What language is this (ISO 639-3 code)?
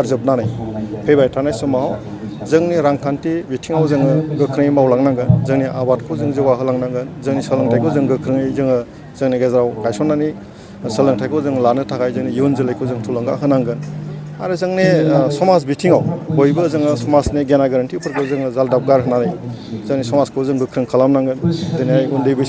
brx